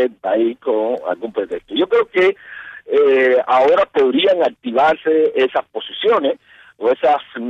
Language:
Spanish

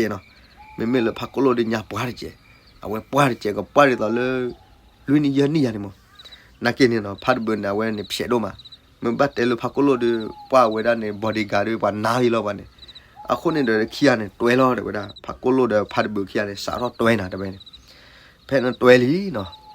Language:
S'gaw Karen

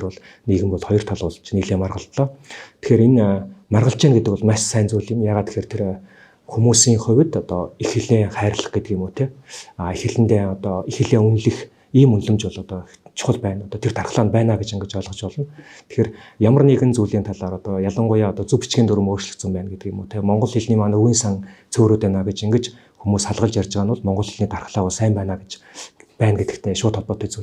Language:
Mongolian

